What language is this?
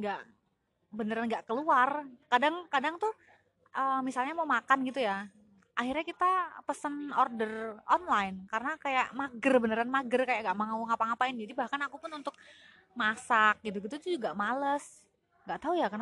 Indonesian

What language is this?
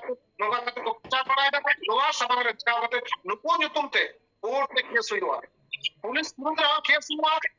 Santali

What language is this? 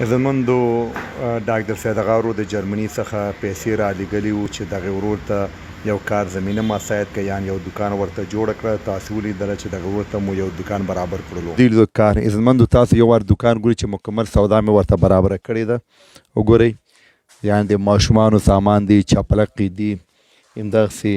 Pashto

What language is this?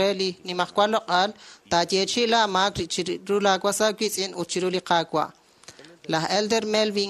Kekchí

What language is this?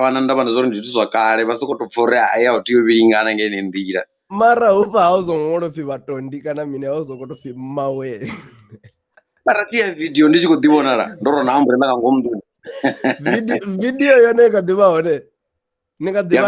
Venda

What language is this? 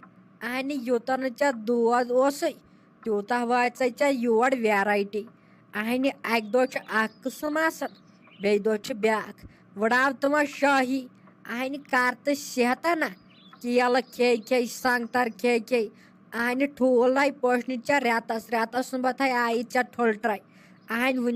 Kashmiri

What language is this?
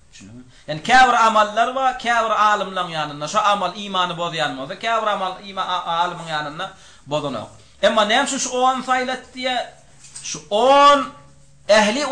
Turkmen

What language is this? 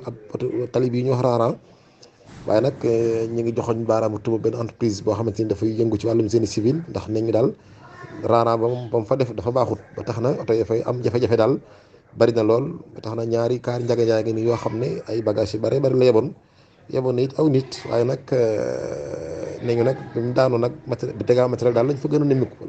Wolof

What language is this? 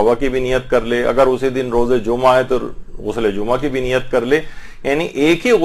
Urdu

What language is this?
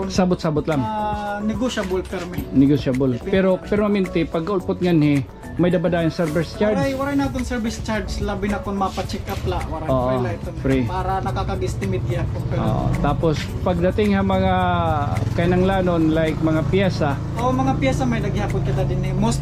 Waray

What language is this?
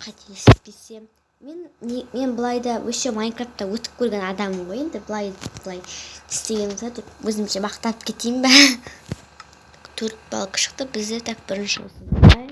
Kazakh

